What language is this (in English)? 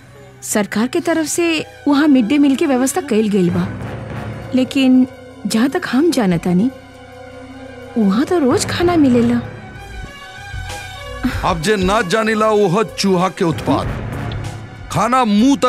Bhojpuri